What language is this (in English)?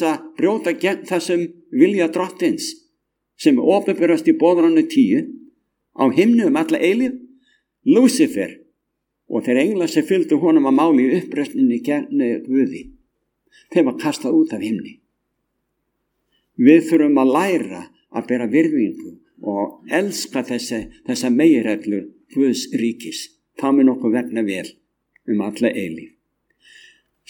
Icelandic